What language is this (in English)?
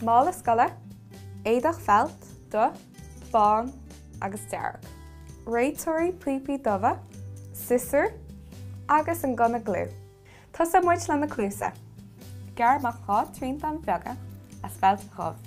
Irish